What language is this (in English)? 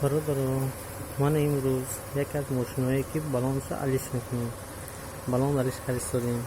Tajik